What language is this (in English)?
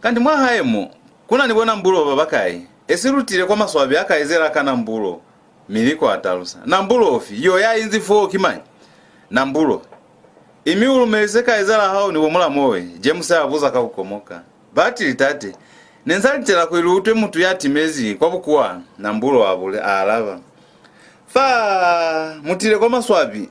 Lozi